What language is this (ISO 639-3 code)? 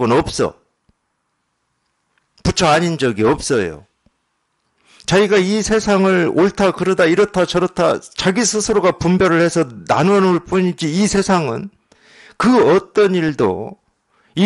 kor